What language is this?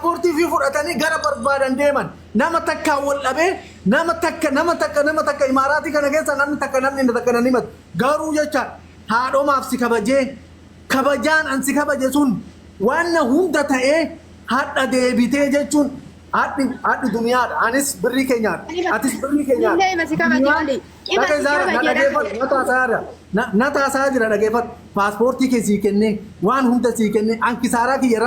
Oromo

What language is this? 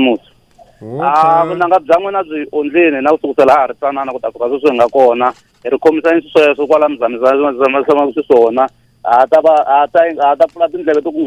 Tsonga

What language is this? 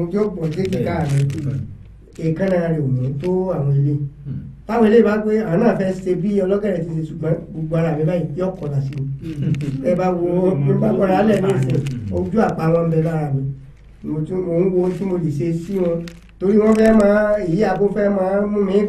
Yoruba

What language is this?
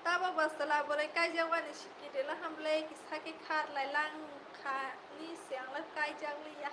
Kok Borok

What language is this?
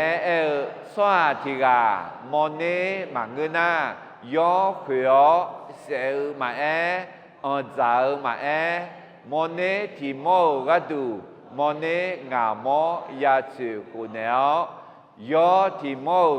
Akha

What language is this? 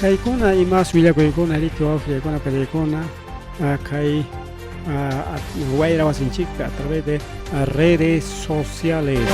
Ayacucho Quechua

